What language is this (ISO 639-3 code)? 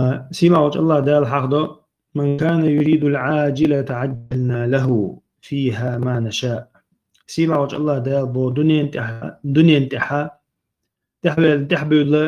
che